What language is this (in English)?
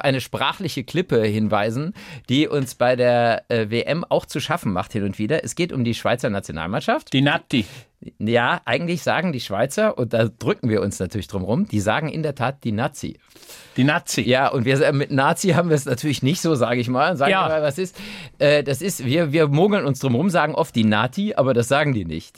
German